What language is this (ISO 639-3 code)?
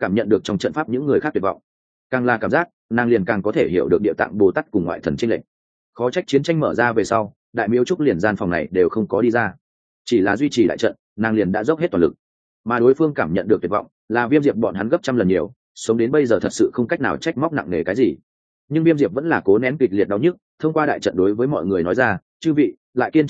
vie